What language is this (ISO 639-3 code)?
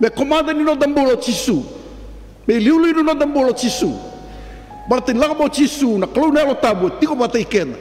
fij